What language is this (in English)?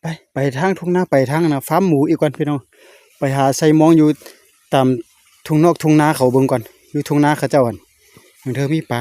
Lao